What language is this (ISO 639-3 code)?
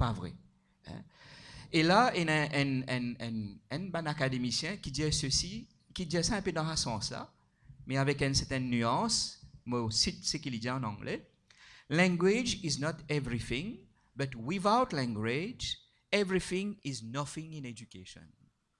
mfe